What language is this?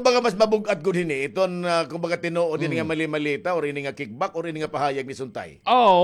Waray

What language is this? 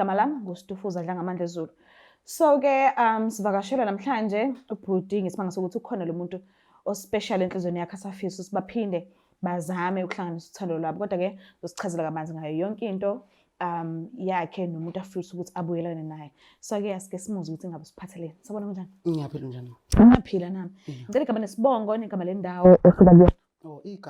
Zulu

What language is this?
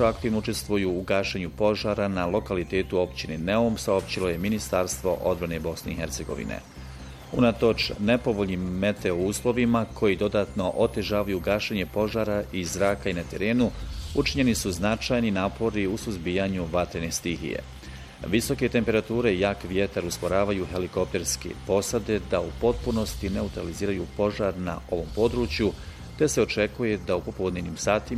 Bosnian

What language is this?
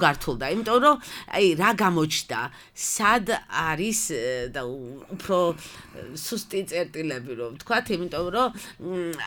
Georgian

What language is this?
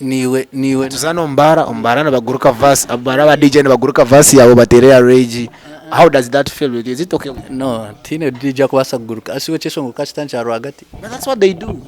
Nyankole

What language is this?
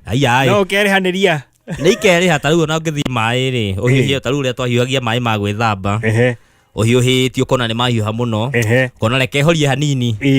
Kikuyu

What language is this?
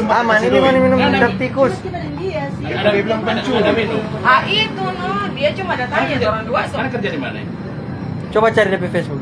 Manado Malay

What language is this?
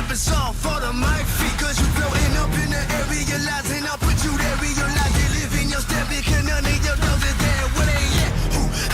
Kara-Kalpak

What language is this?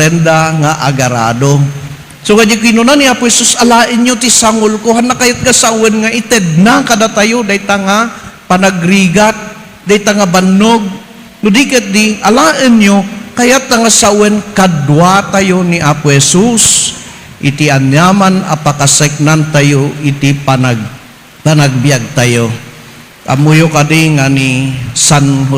Iloko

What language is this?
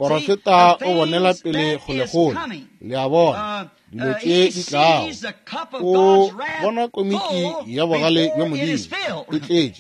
Northern Sotho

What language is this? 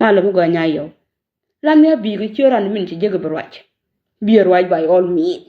Nuer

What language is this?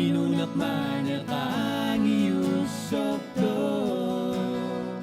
Kalaallisut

